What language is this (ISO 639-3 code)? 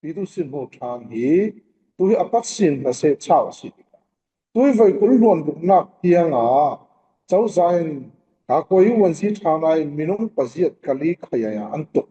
cfm